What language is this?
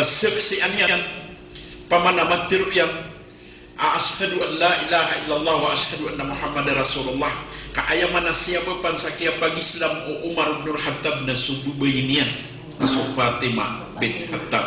Maranao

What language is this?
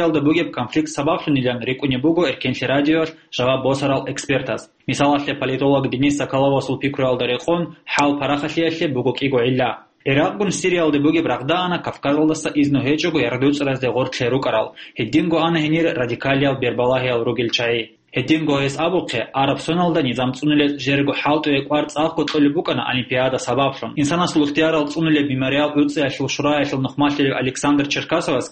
Avaric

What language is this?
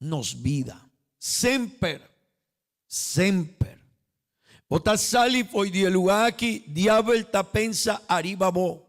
Papiamento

